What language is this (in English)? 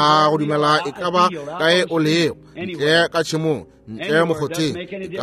Northern Sotho